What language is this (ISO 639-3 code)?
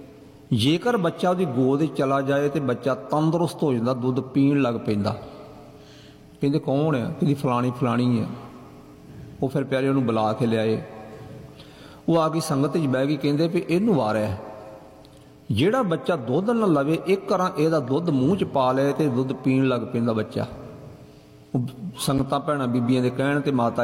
pan